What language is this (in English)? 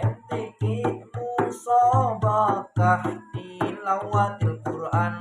Banjar